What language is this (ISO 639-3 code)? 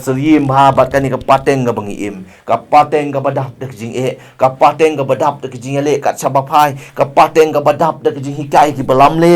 kha